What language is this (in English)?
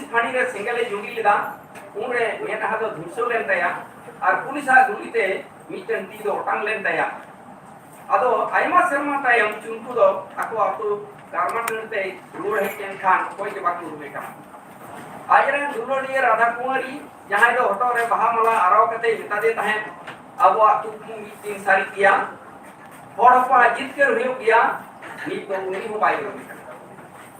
Santali